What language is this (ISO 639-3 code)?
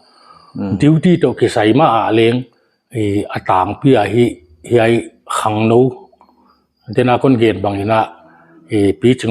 pck